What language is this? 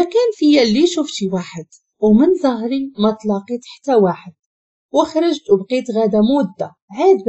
Moroccan Arabic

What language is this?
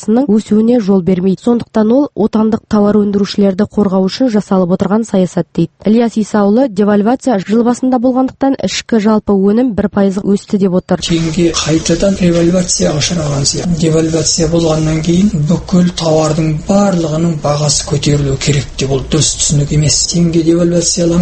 Kazakh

